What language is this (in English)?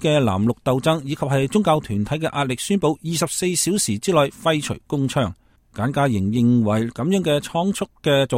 Cantonese